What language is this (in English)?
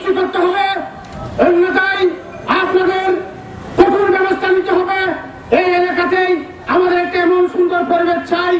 Bangla